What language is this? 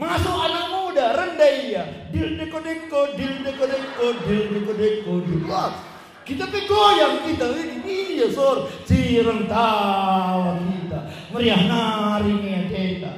Batak Karo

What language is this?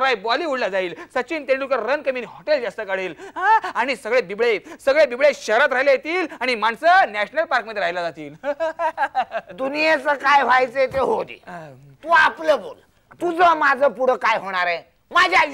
Marathi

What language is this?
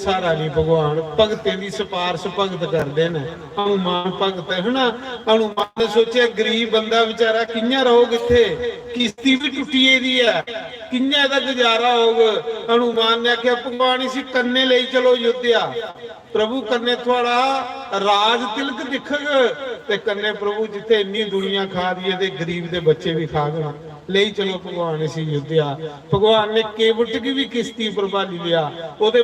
Dogri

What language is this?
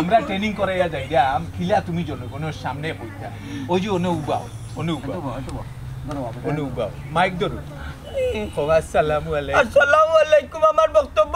Sylheti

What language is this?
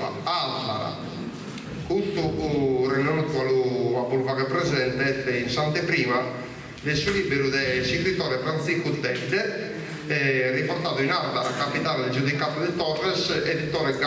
Sardinian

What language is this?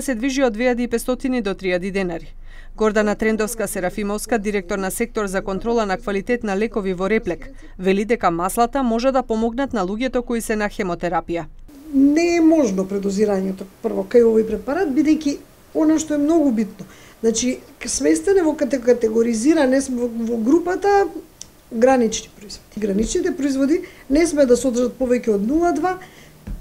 Macedonian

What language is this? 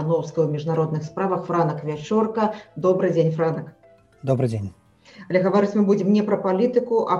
Belarusian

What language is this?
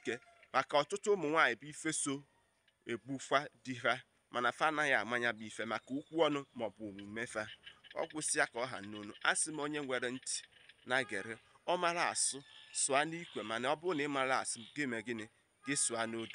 Igbo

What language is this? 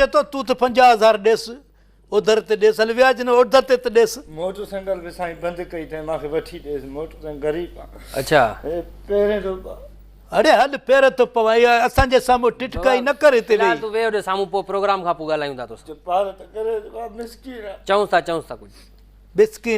Sindhi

